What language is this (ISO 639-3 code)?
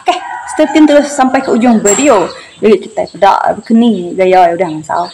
iba